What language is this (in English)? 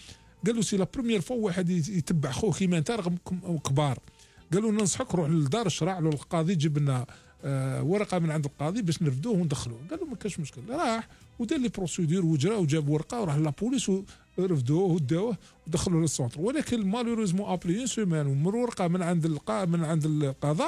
Algerian Arabic